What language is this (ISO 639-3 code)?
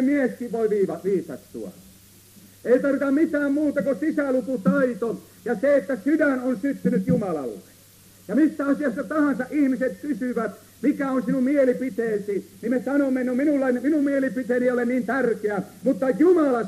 fin